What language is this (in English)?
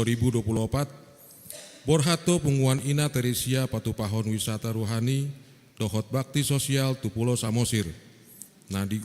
Batak Toba